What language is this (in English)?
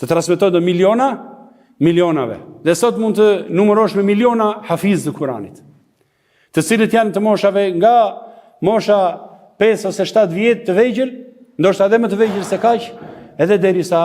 Albanian